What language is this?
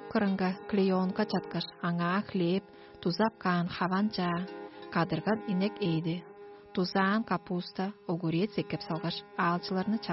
Tuvinian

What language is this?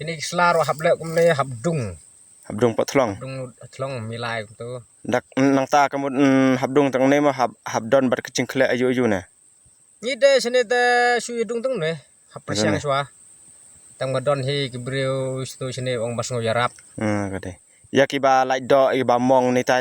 Khasi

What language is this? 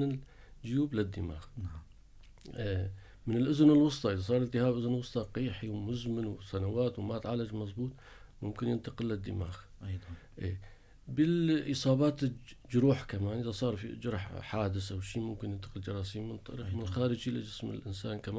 North Levantine Arabic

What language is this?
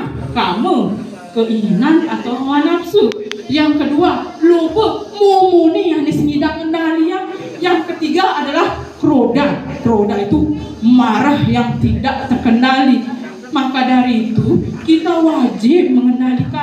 Balinese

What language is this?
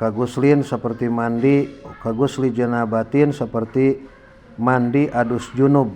Sundanese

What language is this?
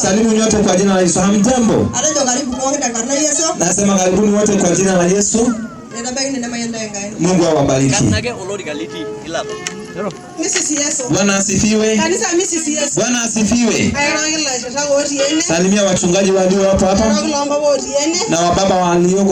Masai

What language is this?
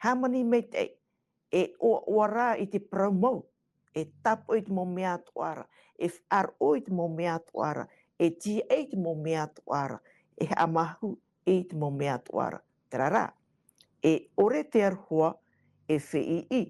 Tahitian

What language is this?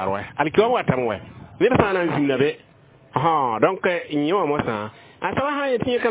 Mossi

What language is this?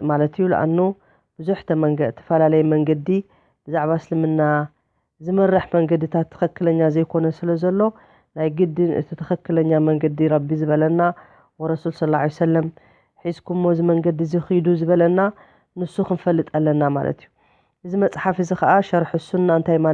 Tigrinya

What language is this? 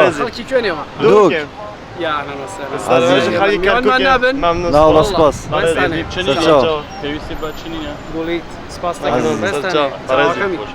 Kurdish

